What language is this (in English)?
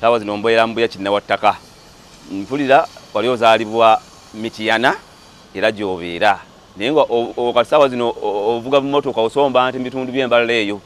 Ganda